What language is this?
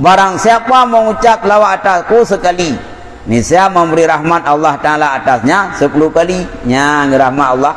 Achinese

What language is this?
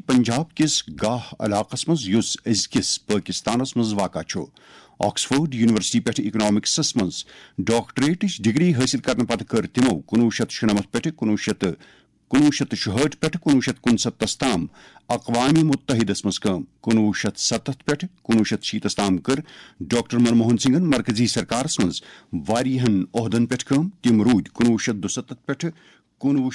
Kashmiri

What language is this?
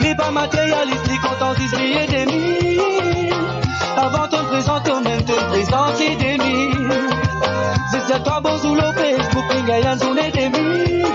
Morisyen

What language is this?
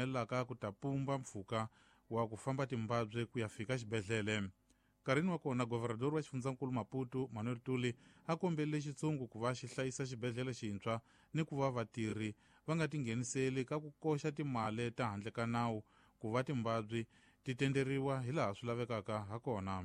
Tsonga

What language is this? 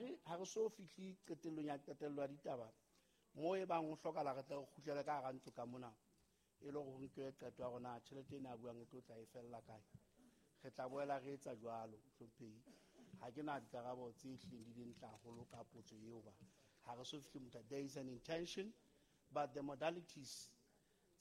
Southern Sotho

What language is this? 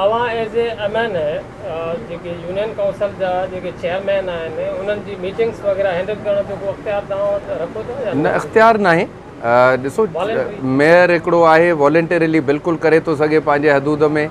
Sindhi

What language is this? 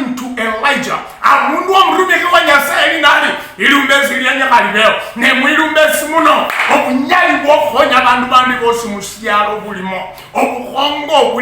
Luyia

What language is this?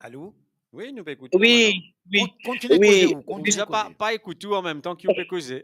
Morisyen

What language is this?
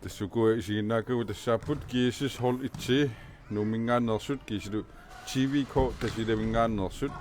Kalaallisut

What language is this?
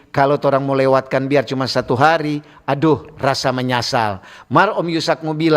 Manado Malay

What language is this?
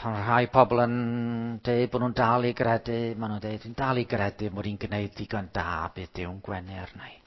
Welsh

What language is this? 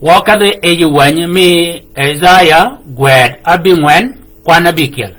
Shilluk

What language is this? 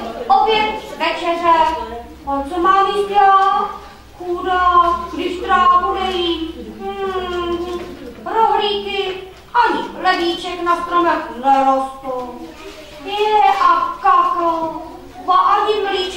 Czech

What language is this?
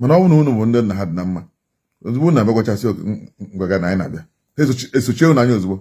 Igbo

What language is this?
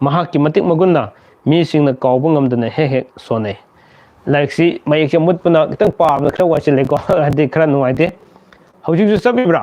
Manipuri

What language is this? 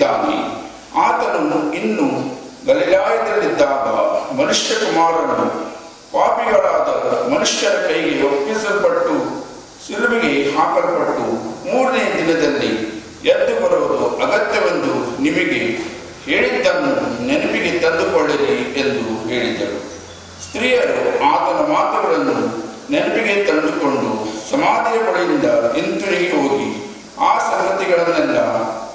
Kannada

